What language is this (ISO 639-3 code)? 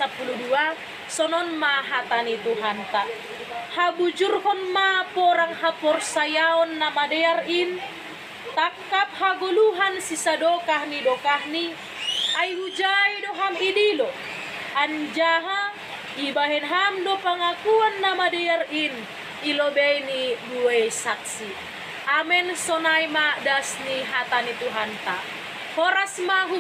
bts